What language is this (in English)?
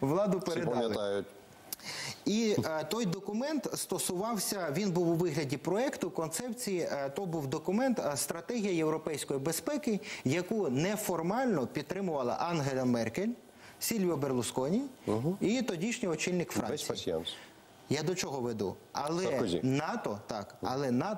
Ukrainian